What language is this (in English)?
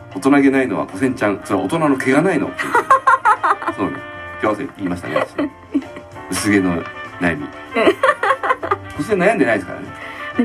Japanese